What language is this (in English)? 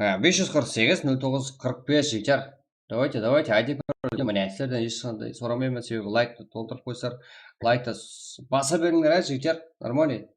Kara-Kalpak